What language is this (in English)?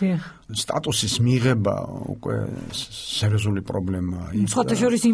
Georgian